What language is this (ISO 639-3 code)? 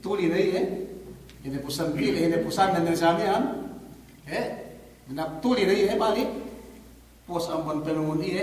yka